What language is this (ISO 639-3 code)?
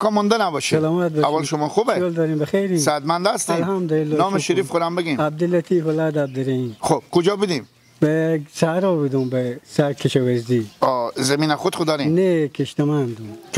fas